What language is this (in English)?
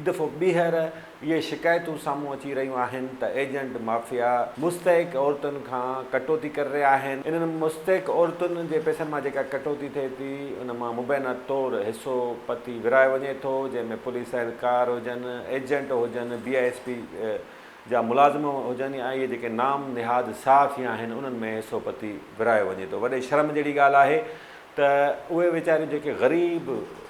Sindhi